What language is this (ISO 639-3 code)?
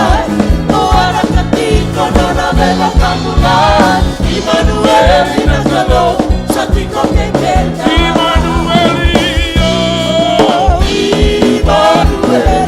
fij